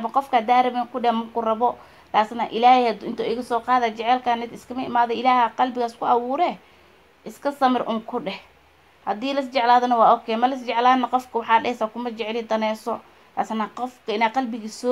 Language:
Somali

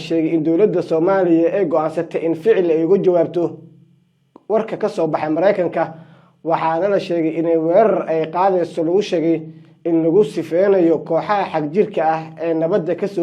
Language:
Somali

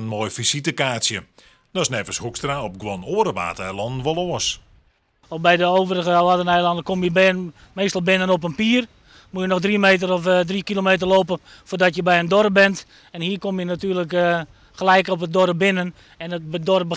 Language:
Western Frisian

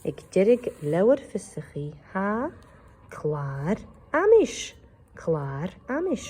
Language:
Scottish Gaelic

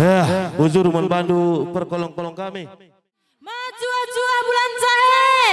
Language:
Batak Karo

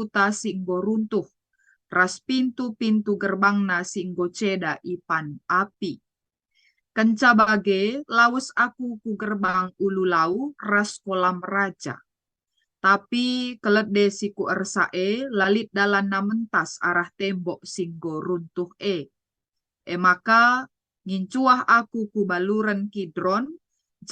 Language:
Batak Karo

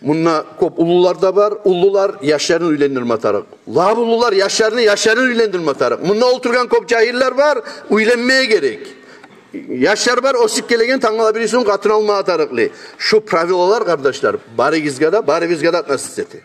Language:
Kumyk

